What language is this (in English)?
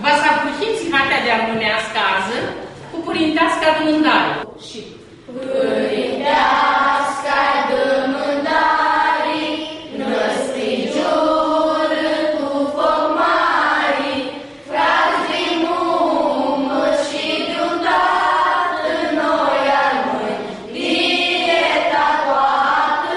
Aromanian